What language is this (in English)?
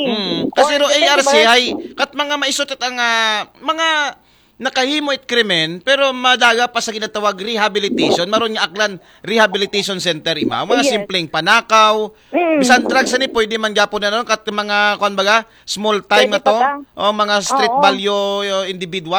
Aklanon